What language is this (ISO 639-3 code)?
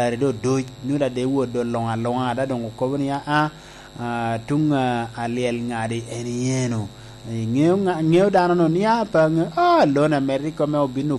laj